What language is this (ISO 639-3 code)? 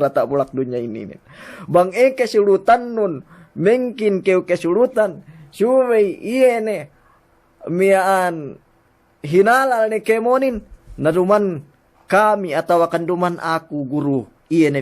yka